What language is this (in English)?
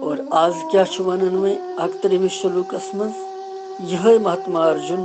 Kashmiri